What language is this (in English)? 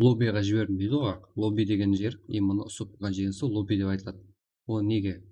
Kara-Kalpak